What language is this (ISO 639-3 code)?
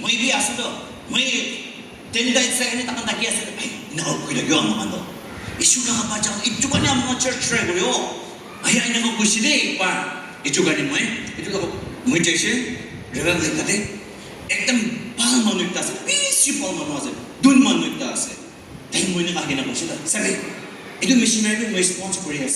nag